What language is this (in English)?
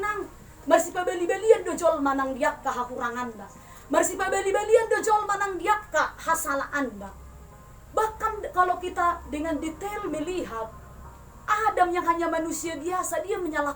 Batak Toba